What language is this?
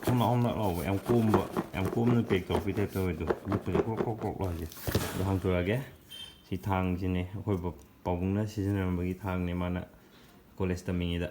Manipuri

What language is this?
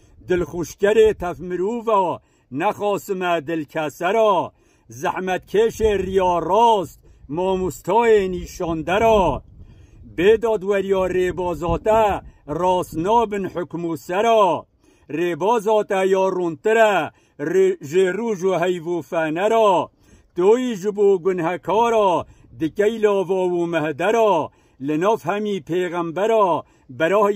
Kurdish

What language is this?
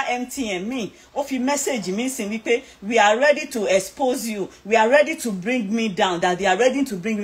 Yoruba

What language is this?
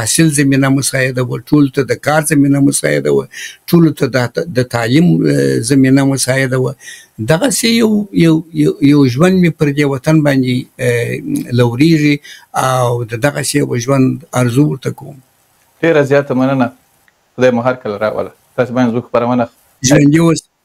Pashto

